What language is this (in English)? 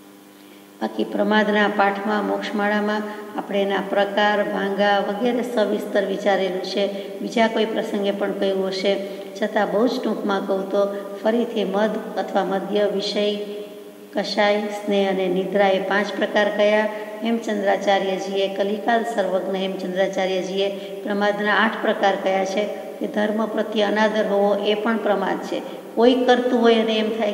Gujarati